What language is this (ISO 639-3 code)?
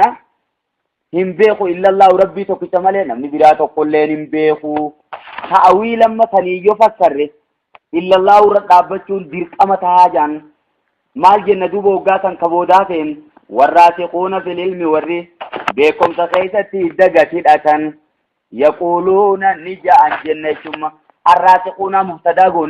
orm